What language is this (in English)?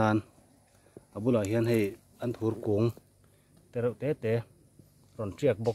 Mizo